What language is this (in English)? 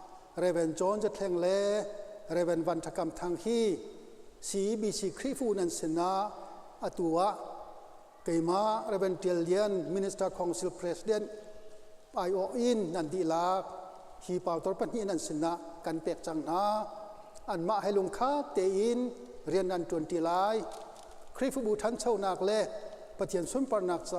Hakha Chin